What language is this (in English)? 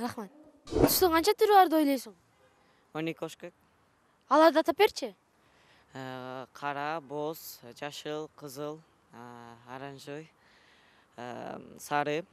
Kyrgyz